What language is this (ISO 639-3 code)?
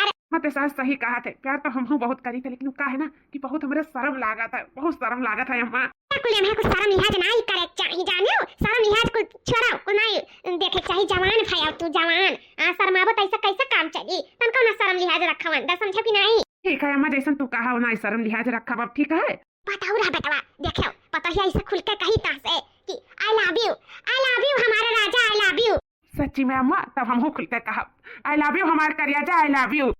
awa